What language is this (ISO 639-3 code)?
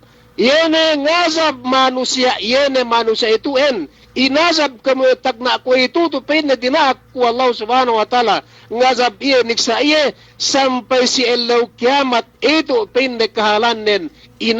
yka